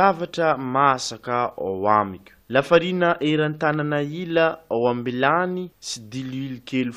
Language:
Malagasy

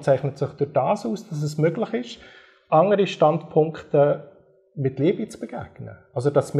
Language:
Swiss German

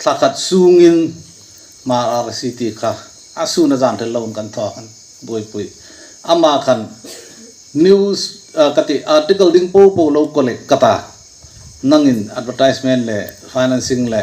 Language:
Hmar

